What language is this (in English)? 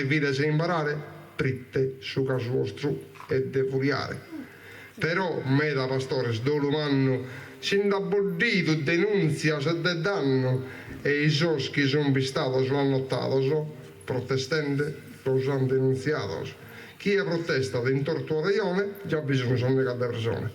Sardinian